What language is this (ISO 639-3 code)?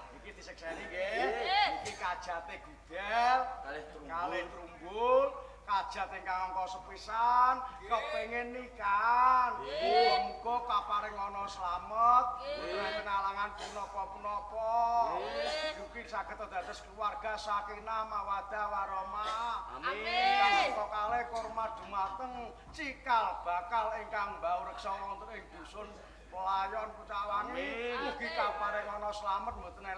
jav